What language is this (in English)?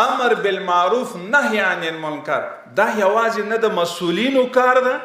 Pashto